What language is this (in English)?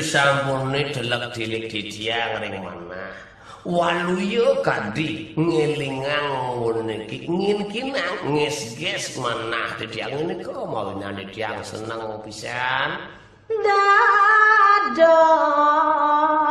Balinese